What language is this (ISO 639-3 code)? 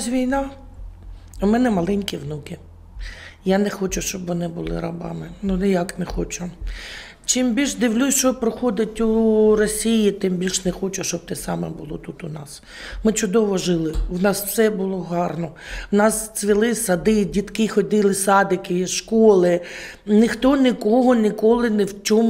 ukr